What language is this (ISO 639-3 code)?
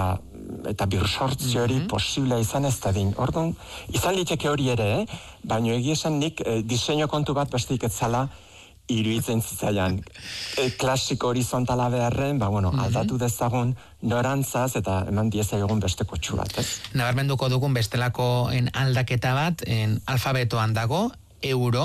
eus